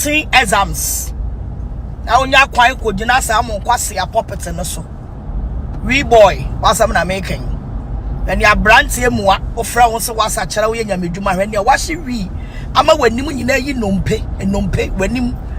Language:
Akan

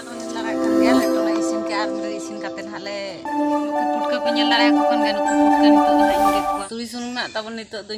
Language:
Santali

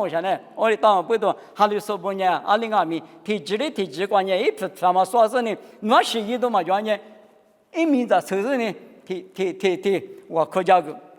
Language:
Lisu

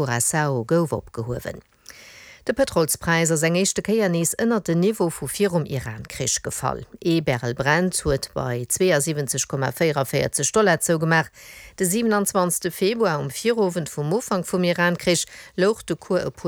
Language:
Luxembourgish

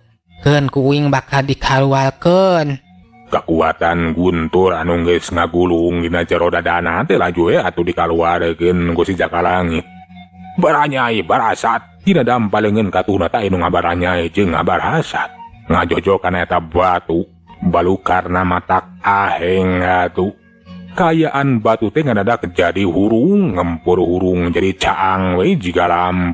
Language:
Sundanese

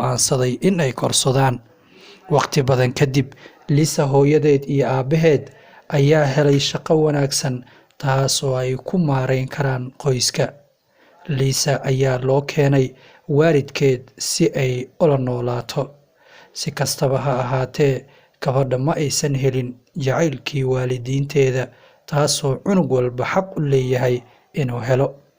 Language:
Somali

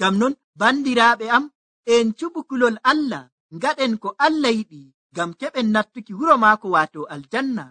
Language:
Nigerian Fulfulde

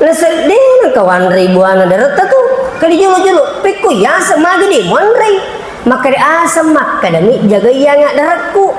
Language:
Buginese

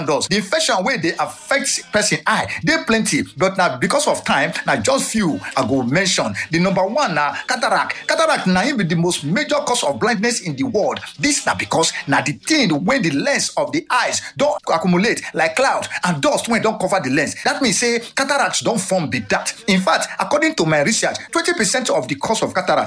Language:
Nigerian Pidgin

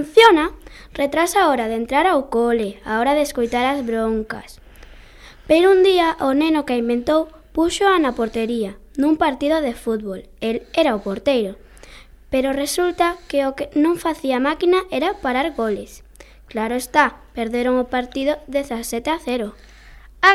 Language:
Galician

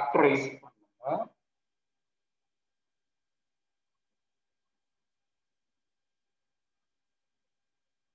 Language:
Tamil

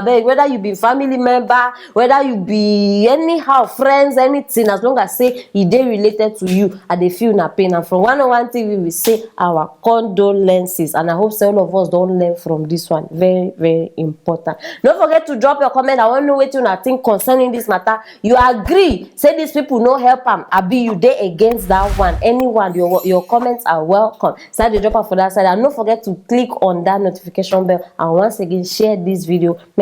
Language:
Nigerian Pidgin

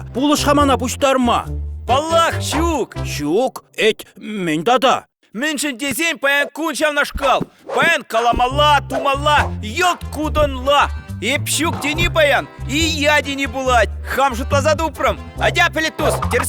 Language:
Chuvash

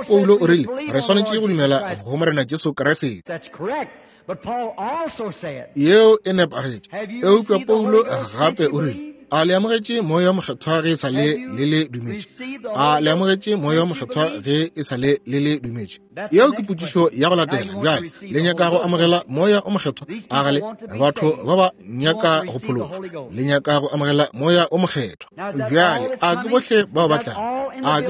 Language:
Northern Sotho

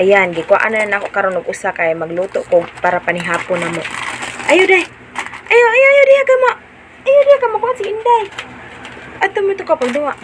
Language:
Cebuano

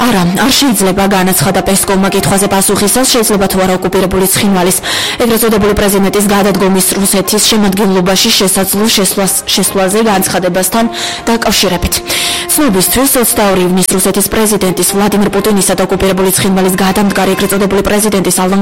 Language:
Georgian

